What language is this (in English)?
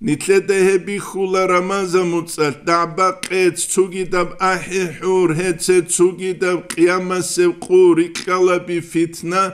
Avaric